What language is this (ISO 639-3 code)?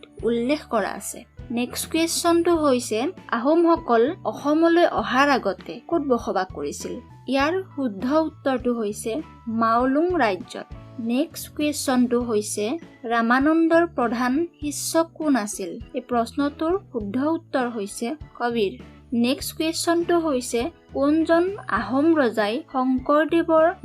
asm